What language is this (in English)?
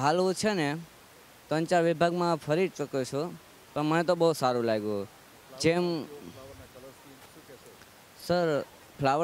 Gujarati